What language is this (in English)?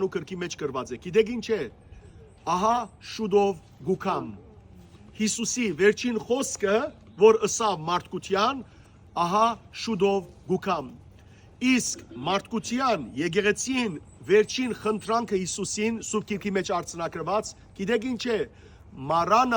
Western Armenian